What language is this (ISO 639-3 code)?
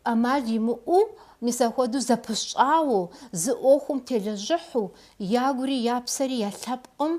kbd